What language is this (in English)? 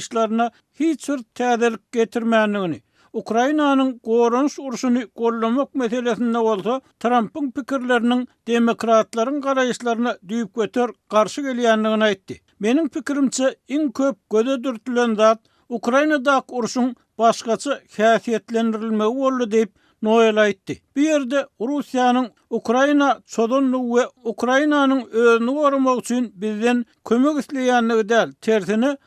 Turkmen